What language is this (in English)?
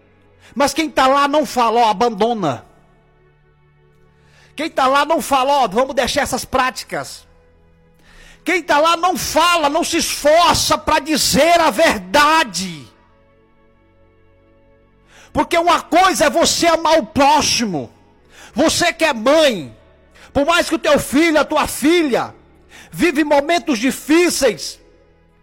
Portuguese